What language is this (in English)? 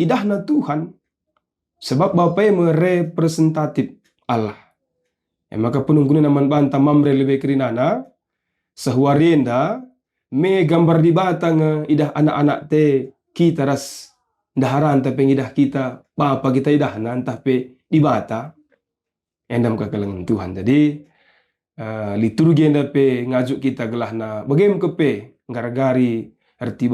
Batak Karo